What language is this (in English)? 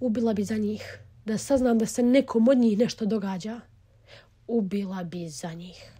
Bosnian